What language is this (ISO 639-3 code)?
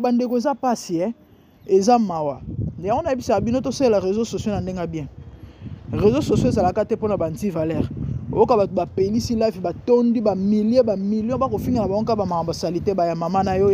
lin